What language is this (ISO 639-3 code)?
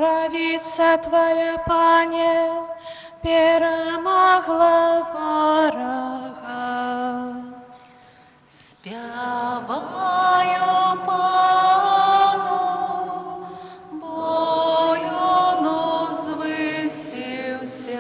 bel